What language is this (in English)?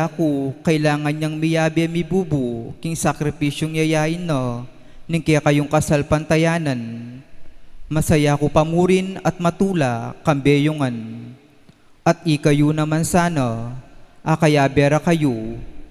Pampanga